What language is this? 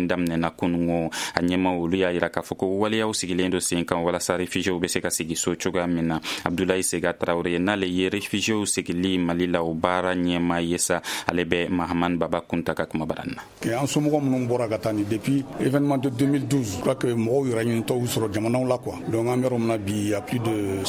Bambara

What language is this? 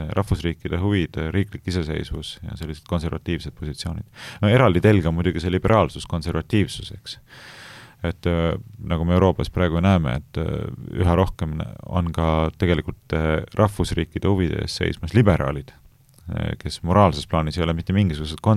Estonian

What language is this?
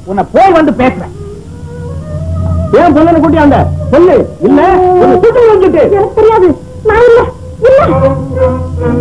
Tamil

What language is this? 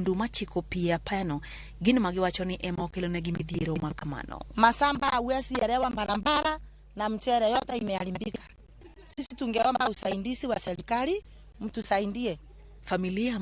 Luo (Kenya and Tanzania)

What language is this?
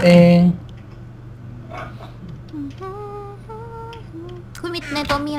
Thai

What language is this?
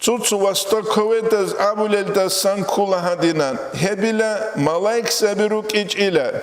Avaric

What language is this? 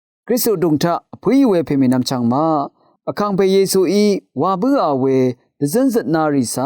Rawang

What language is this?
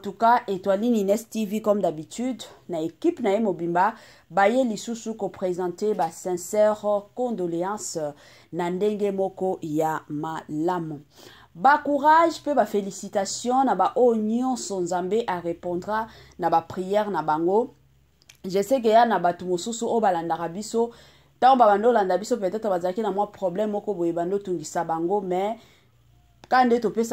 Lingala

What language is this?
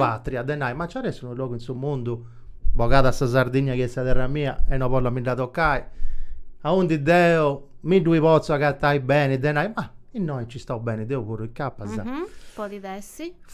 Sardinian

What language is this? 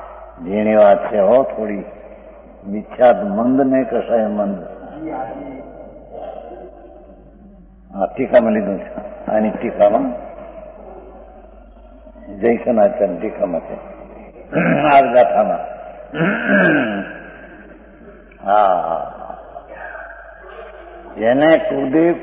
Gujarati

